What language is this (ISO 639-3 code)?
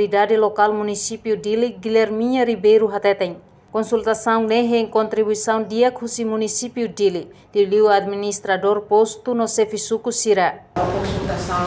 tet